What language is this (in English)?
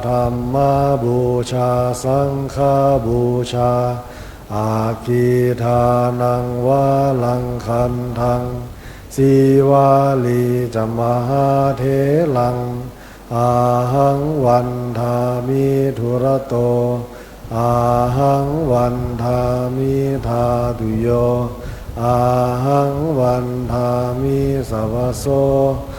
Pali